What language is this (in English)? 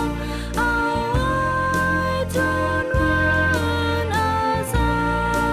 Rumai Palaung